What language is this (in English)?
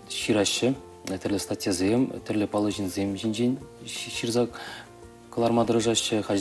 Chuvash